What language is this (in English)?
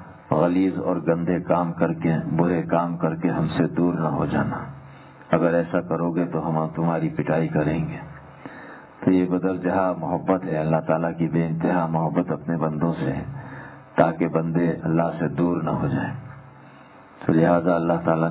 Urdu